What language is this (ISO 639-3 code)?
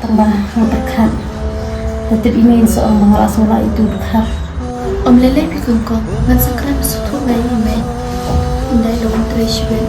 kha